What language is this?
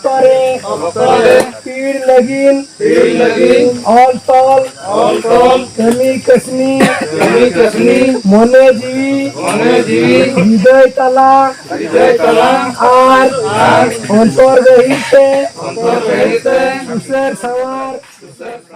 Santali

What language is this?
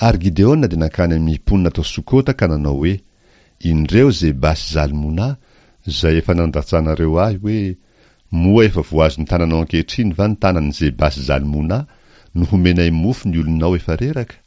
Malagasy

